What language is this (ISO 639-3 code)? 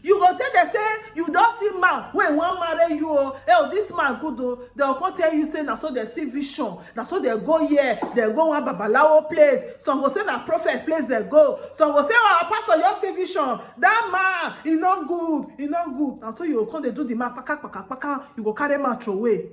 pcm